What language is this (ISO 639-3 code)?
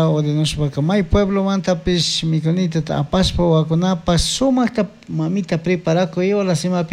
qug